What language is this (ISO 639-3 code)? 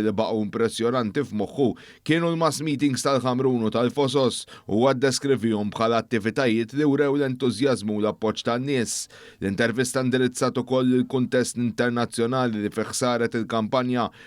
mlt